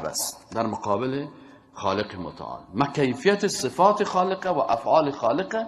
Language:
Persian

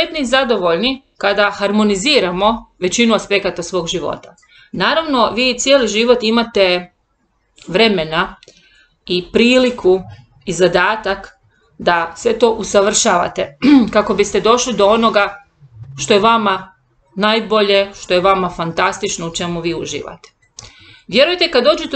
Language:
Croatian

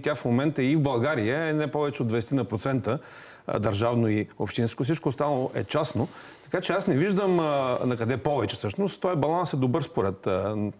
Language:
Bulgarian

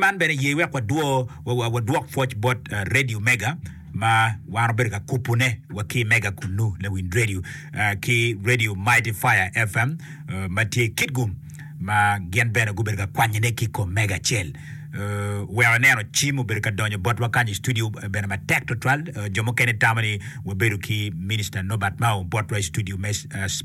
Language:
Acoli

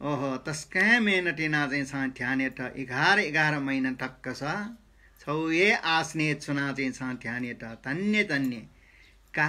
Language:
Newari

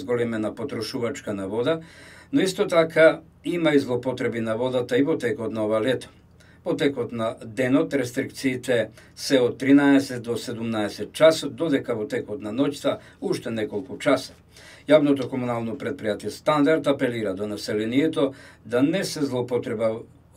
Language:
Macedonian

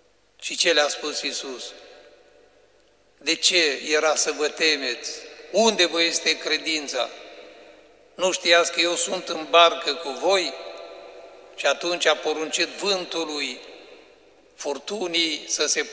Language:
Romanian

